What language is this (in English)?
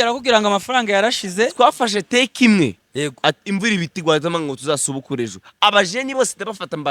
Kinyarwanda